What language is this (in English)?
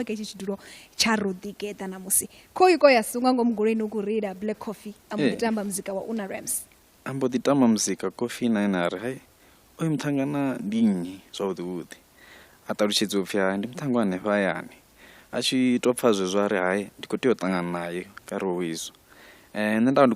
Venda